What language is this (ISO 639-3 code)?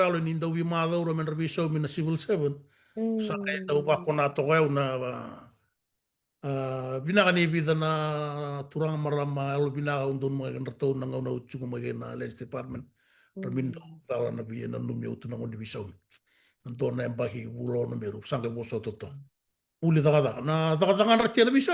fij